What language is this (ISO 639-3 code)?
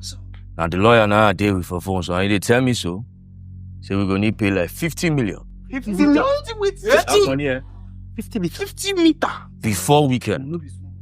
pcm